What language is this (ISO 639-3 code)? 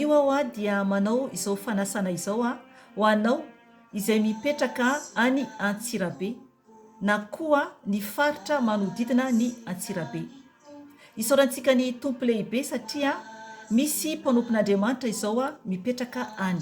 mlg